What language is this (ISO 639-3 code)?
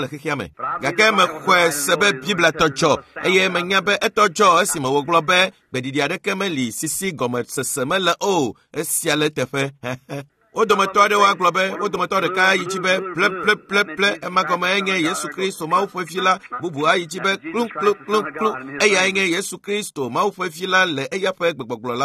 ewe